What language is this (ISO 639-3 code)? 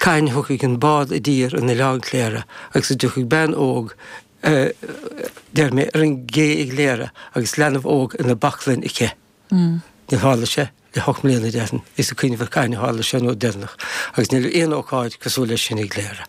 gle